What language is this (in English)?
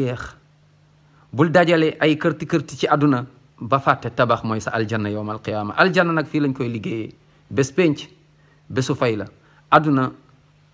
Wolof